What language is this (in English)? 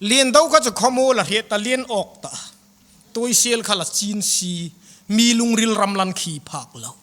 Hmar